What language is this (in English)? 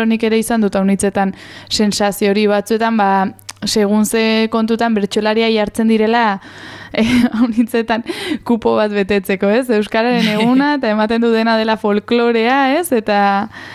Basque